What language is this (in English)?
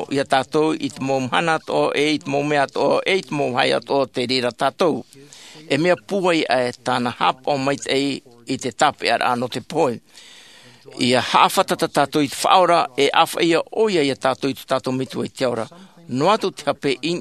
Tahitian